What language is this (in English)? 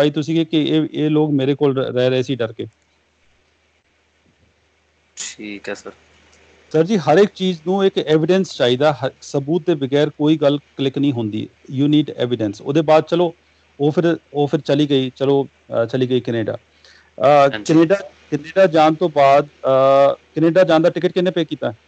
Punjabi